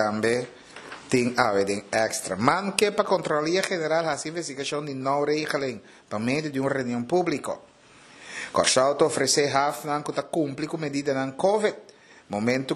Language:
Papiamento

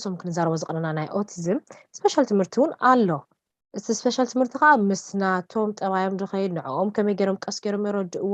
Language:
Tigrinya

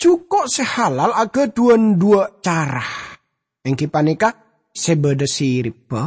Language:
Madurese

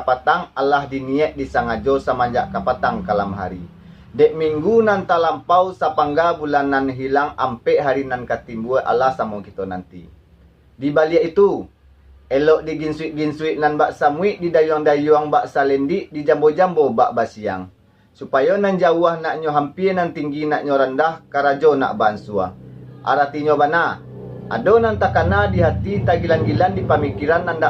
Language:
Minangkabau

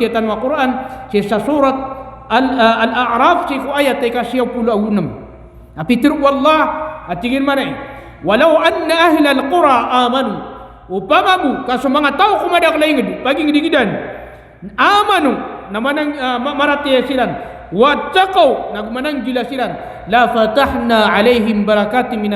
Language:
Maranao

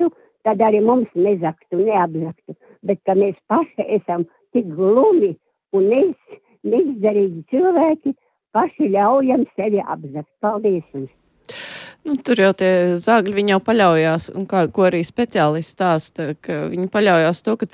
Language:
Latvian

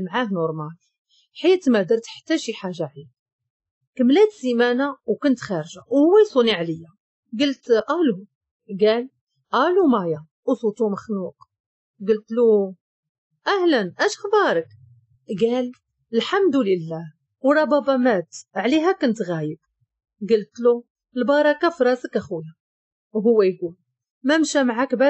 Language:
Moroccan Arabic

